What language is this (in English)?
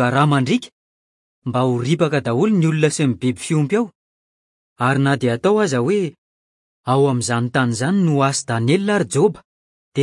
Malagasy